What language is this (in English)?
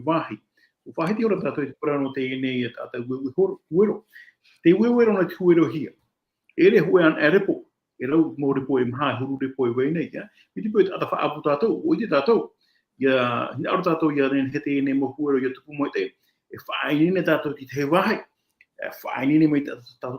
Tahitian